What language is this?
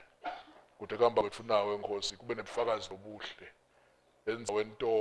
Swati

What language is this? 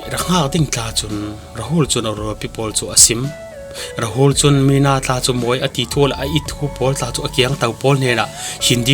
Falam Chin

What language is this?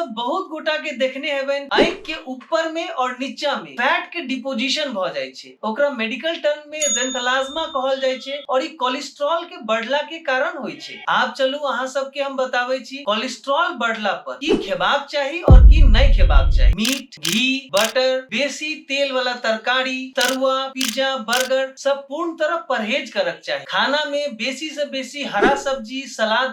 Maithili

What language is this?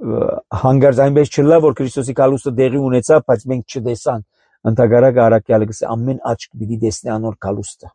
Armenian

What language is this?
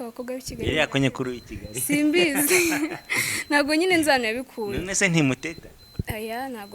Kinyarwanda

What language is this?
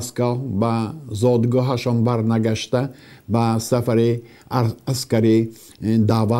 Tajik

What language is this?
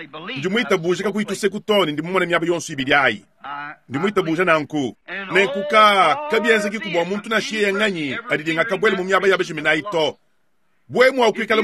Luba-Lulua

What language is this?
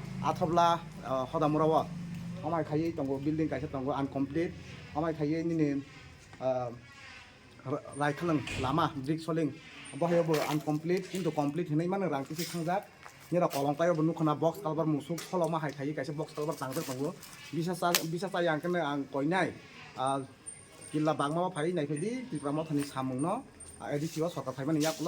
Kok Borok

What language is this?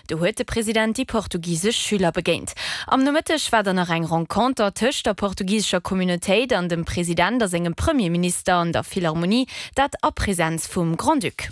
Luxembourgish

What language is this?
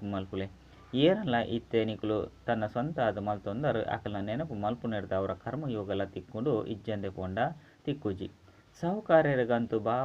Tulu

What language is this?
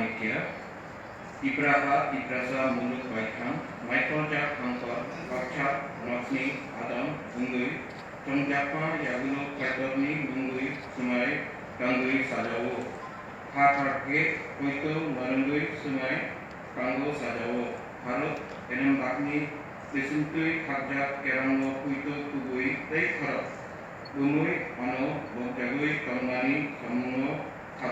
Kok Borok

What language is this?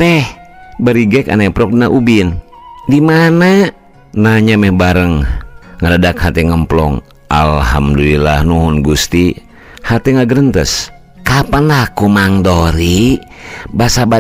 Sundanese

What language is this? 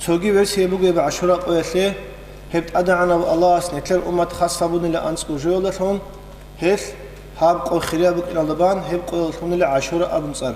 Avaric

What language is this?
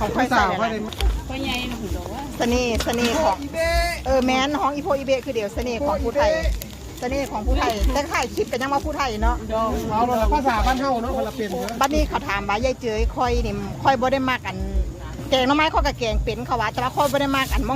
Lao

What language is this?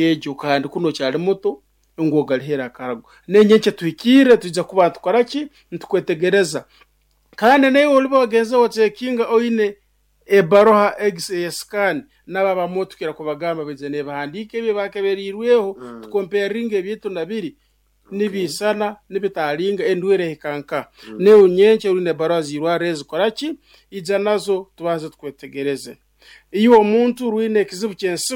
Nyoro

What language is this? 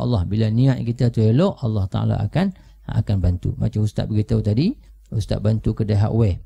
Malay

